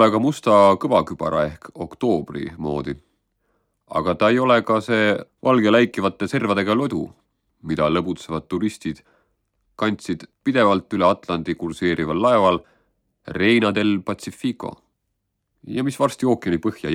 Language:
Estonian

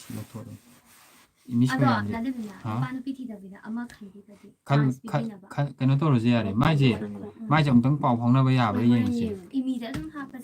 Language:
Manipuri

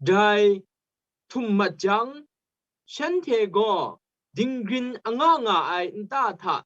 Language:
Kachin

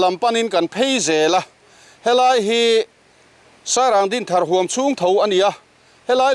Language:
Mizo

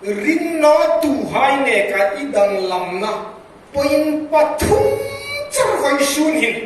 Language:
Hmar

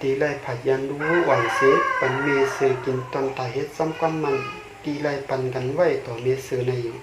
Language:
Shan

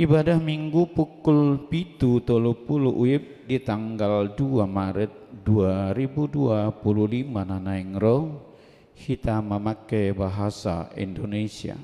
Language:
Batak Toba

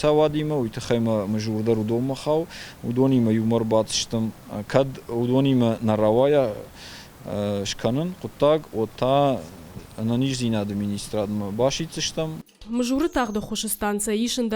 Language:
Ossetic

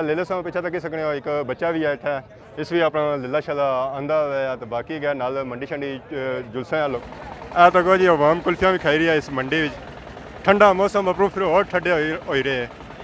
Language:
Pahari-Potwari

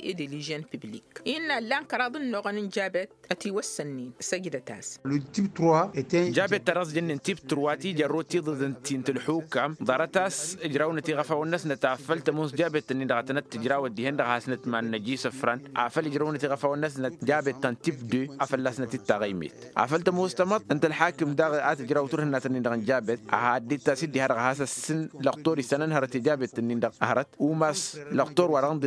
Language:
Tamasheq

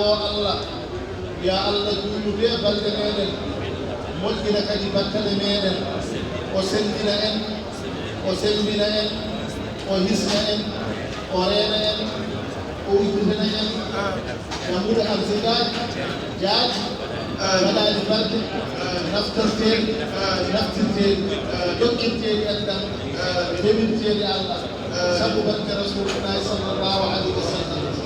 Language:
Fula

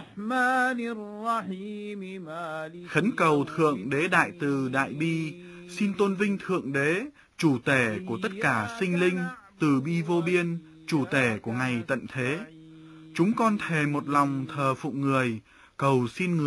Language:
Vietnamese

